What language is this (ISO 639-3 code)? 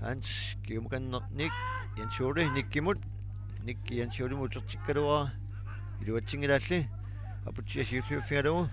kal